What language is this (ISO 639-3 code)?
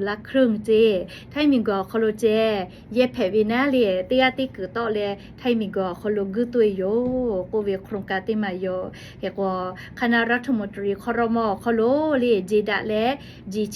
lhu